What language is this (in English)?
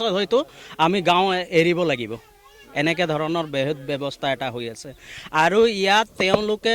Assamese